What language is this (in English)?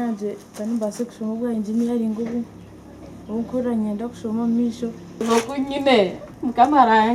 Nyankole